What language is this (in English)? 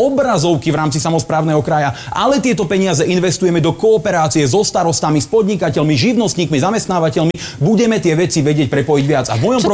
Slovak